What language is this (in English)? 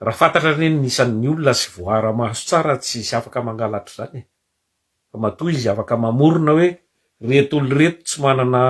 Malagasy